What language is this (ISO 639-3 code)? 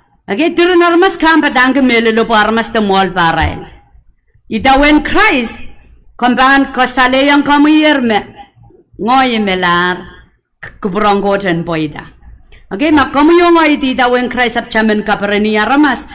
pon